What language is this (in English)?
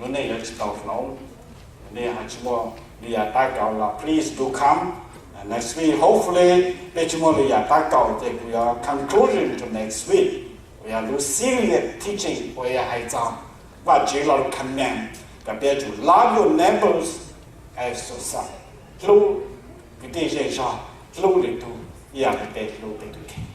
Hmong